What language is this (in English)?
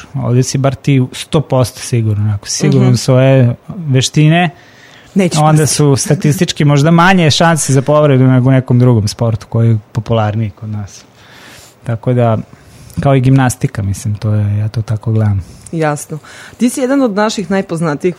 Serbian